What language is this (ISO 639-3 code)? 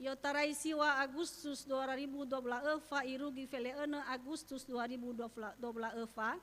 nia